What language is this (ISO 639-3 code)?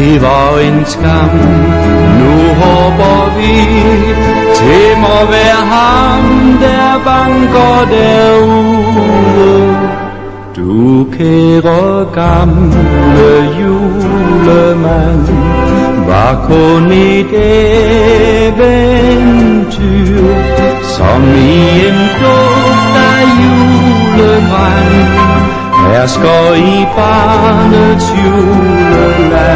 dan